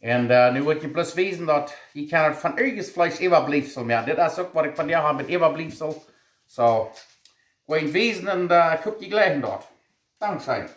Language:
Plautdietsch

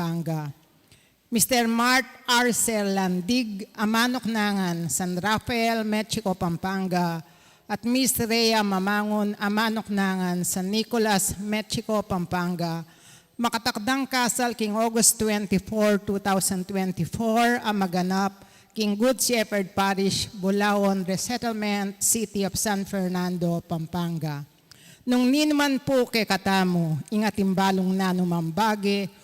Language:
Pampanga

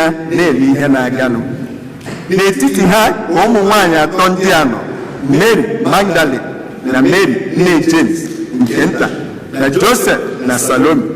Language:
Igbo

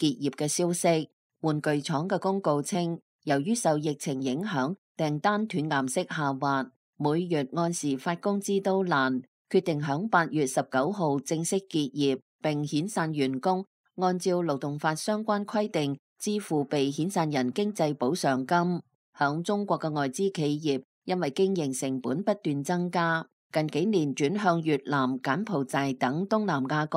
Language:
Cantonese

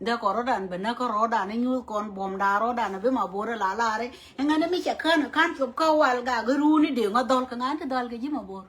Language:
Nuer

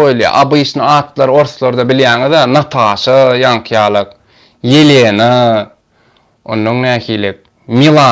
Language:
Turkmen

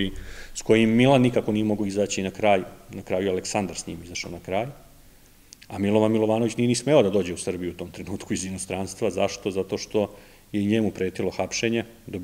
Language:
Serbian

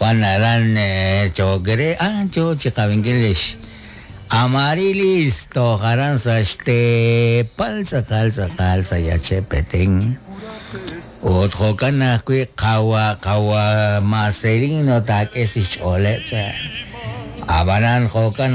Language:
Kekchí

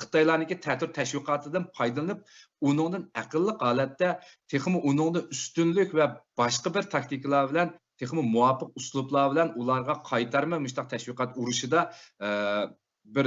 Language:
Uyghur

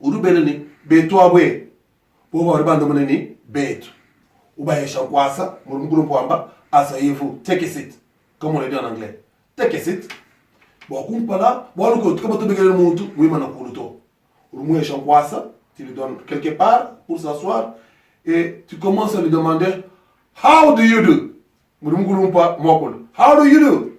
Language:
Luba-Lulua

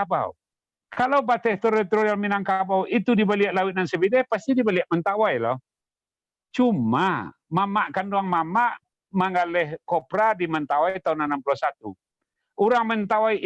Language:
Minangkabau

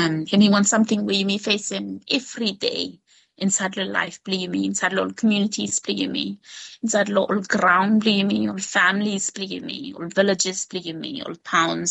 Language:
Bislama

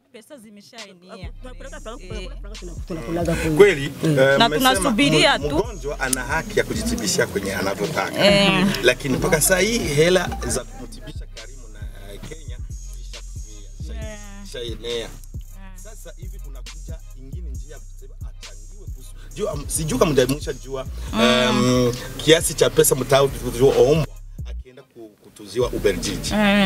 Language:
Swahili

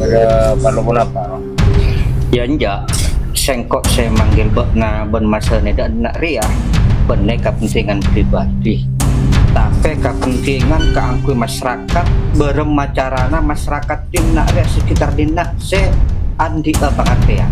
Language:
Madurese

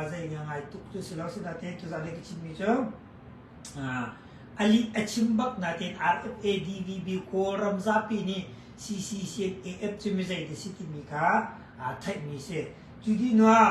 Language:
Hakha Chin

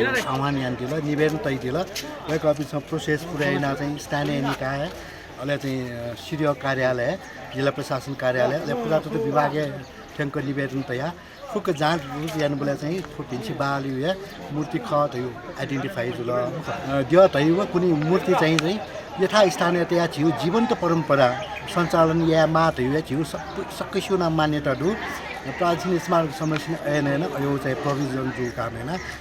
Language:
Newari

